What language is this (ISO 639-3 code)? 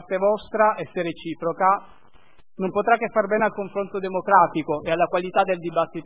ita